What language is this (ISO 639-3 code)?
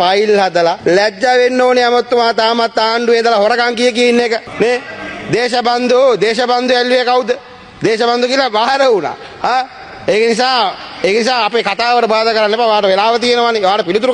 sin